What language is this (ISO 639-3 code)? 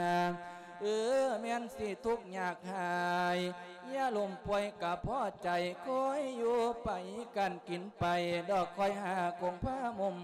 lao